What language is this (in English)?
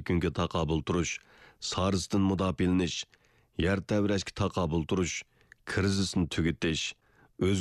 Uyghur